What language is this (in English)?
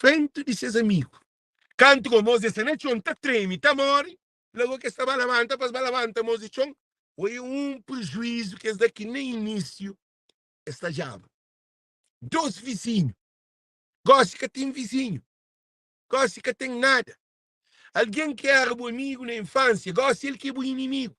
Kabuverdianu